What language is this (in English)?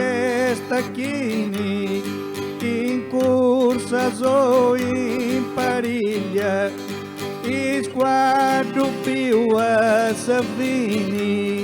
Sardinian